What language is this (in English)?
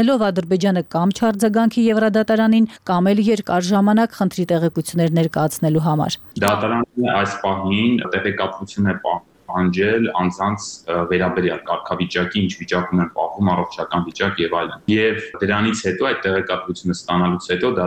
Armenian